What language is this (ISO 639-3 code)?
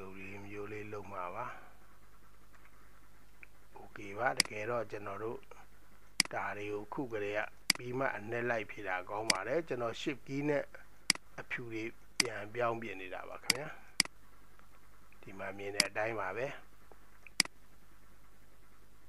mya